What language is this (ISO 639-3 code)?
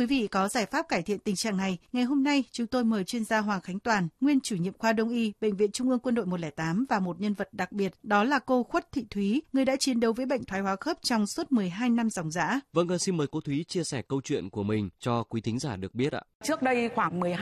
vie